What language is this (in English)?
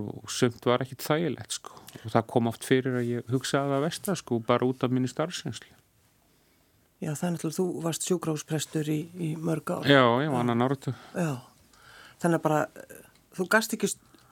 Icelandic